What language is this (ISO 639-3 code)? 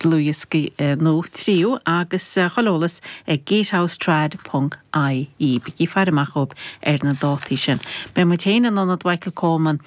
gle